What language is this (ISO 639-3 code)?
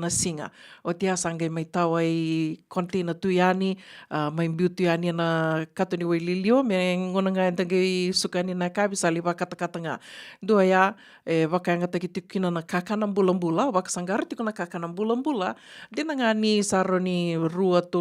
fij